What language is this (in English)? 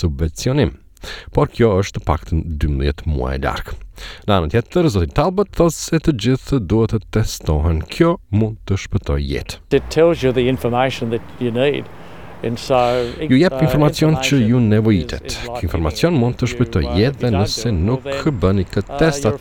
Albanian